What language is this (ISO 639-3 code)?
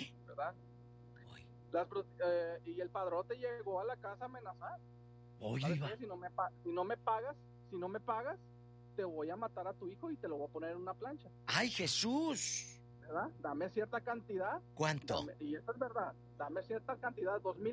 spa